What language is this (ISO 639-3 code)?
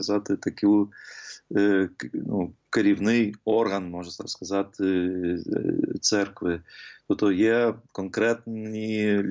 ukr